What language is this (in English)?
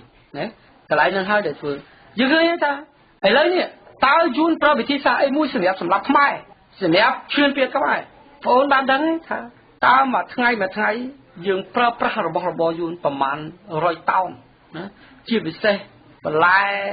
Khmer